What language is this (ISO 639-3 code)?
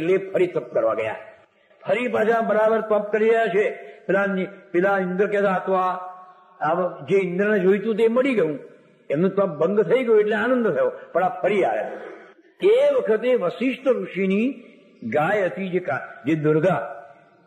guj